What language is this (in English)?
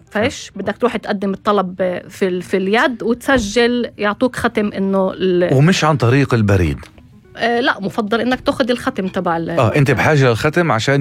North Levantine Arabic